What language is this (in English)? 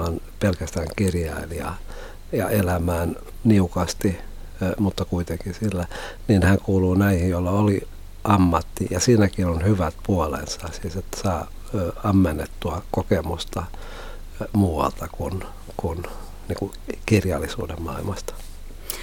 Finnish